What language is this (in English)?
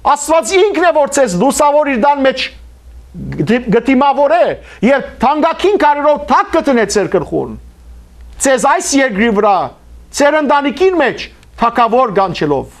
Western Armenian